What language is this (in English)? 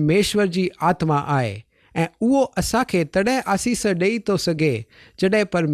Sindhi